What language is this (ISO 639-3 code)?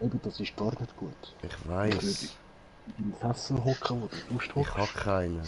gsw